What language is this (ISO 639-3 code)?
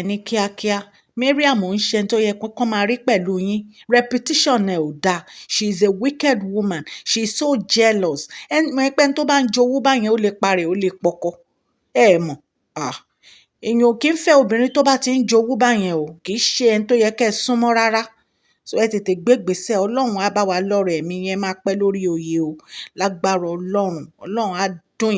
yor